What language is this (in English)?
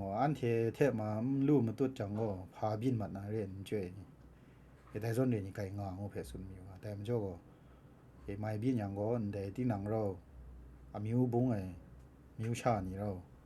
Kachin